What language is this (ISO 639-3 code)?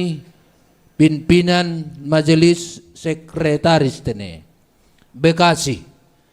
bts